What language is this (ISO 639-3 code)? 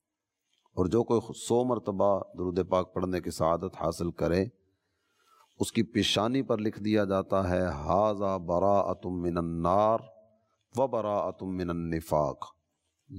urd